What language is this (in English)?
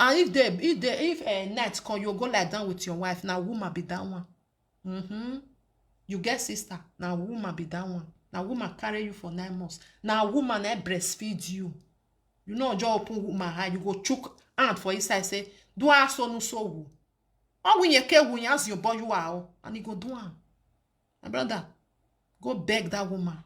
Nigerian Pidgin